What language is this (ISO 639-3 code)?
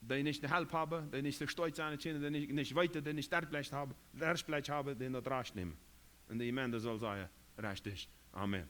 pdt